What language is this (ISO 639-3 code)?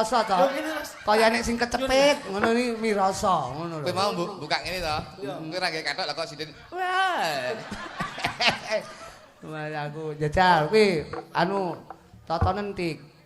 jav